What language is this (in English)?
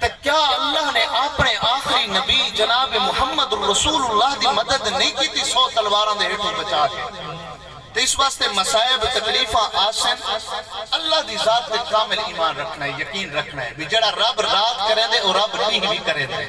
Saraiki